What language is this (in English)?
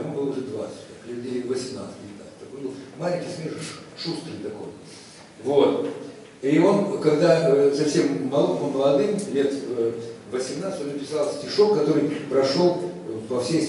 Russian